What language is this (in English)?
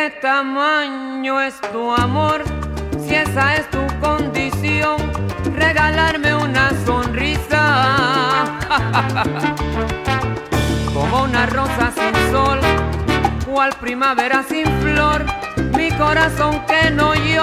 Spanish